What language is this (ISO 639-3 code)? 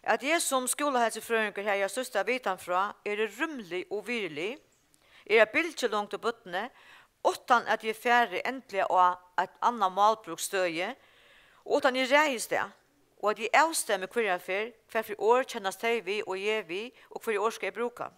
fao